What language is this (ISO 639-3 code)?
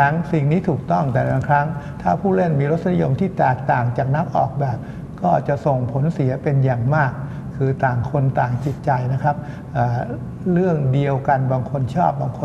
tha